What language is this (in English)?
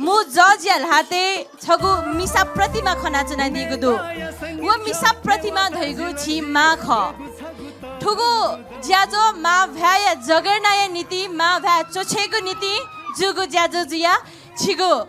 Newari